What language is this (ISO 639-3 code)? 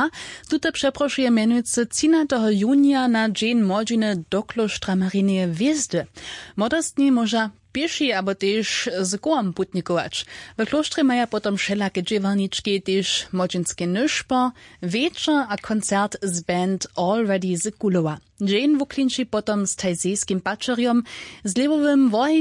hsb